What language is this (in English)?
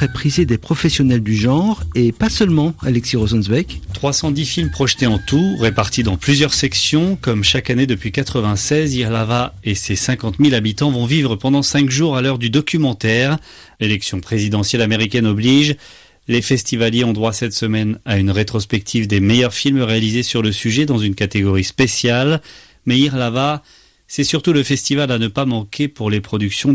French